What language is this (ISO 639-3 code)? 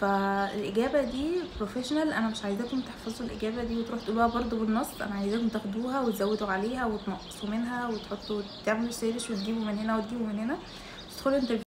arz